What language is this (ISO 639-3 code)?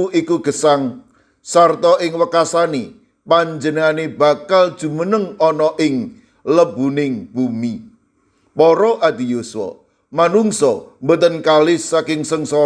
jav